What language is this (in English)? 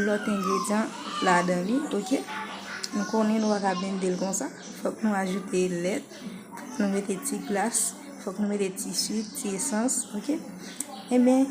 Haitian Creole